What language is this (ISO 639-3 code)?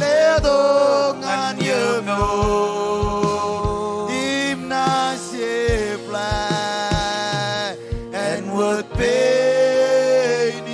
mah